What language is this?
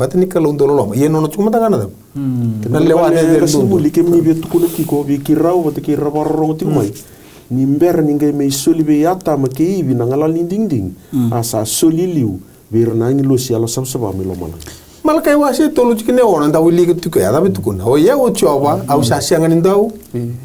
Fijian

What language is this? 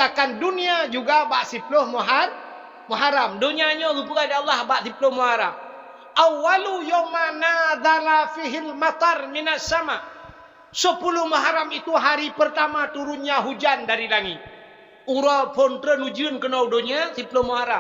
Achinese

